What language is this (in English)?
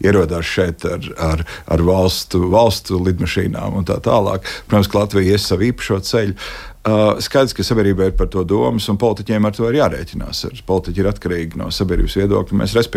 Latvian